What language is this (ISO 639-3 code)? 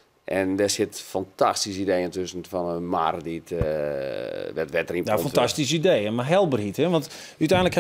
fry